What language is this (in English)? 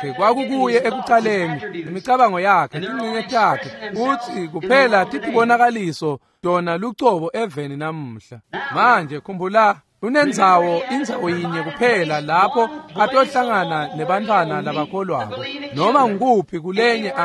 Swati